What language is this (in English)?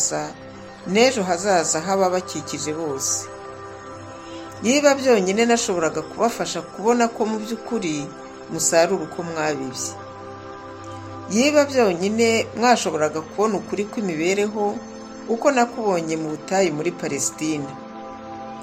Kinyarwanda